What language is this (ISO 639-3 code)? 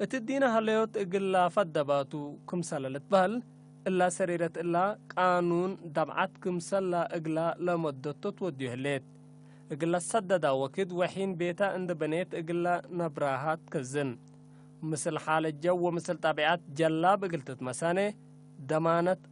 tig